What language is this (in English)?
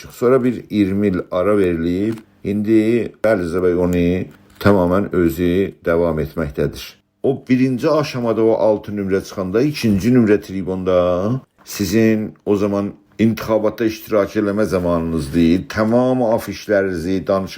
South Azerbaijani